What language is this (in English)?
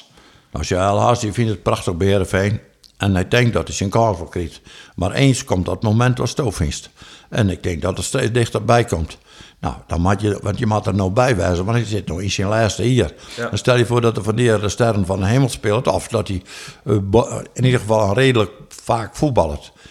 Western Frisian